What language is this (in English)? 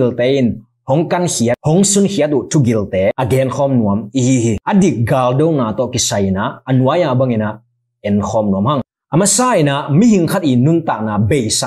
Burmese